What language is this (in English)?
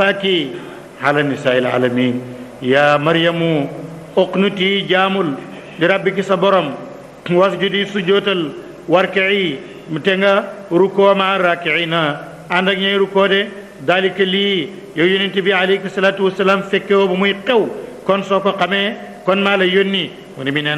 Wolof